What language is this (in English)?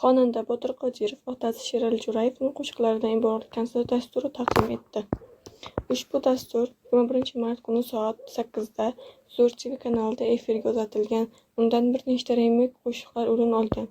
Uzbek